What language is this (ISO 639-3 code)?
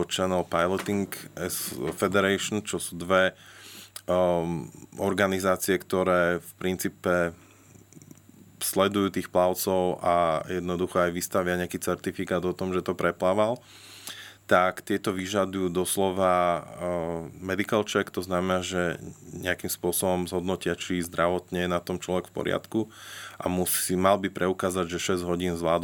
slk